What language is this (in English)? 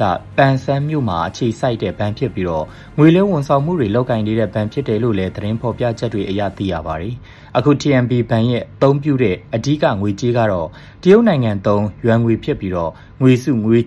Burmese